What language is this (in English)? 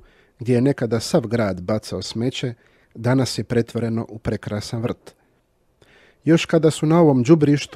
Croatian